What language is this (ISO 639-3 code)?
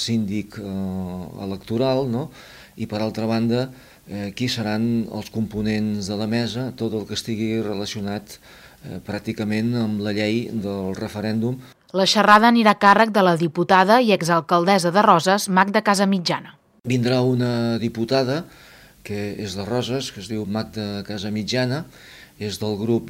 cat